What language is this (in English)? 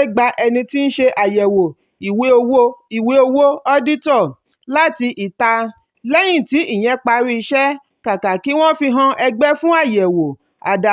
Yoruba